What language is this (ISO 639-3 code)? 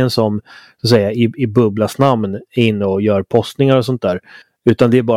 swe